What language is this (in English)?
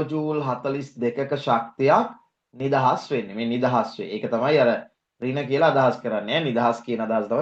Sinhala